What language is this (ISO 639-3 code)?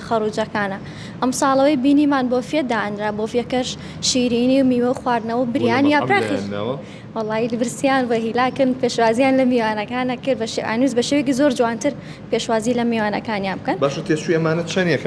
ckb